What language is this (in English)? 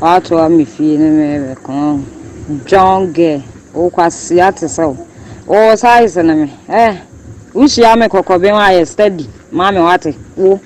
Akan